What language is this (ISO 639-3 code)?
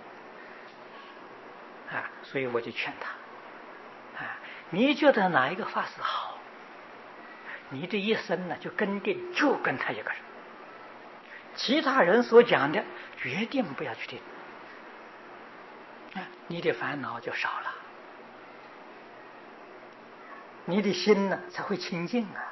zho